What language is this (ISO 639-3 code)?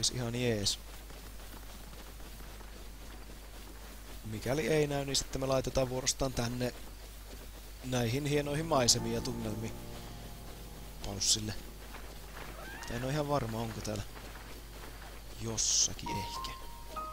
fin